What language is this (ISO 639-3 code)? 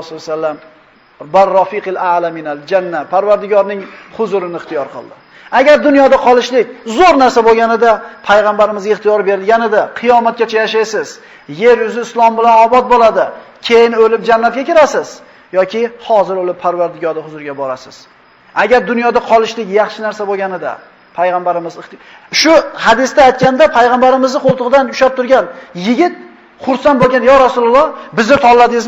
uzb